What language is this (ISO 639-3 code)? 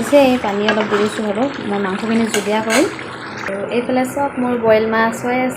asm